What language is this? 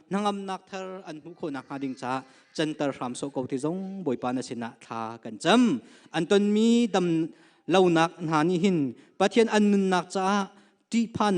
Hakha Chin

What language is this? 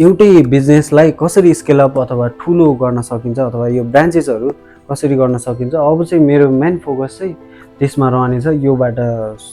Nepali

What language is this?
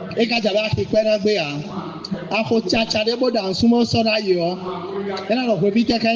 Fon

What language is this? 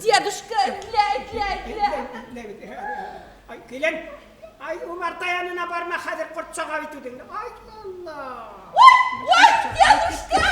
Bashkir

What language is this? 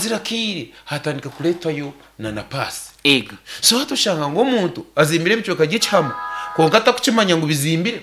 Nyankole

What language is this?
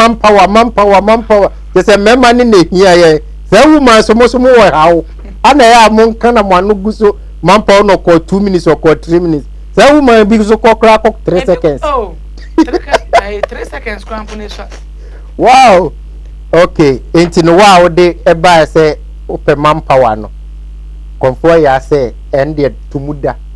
Akan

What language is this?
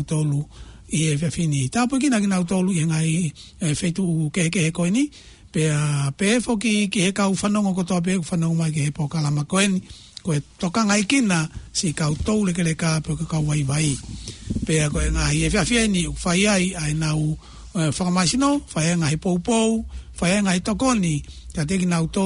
Tongan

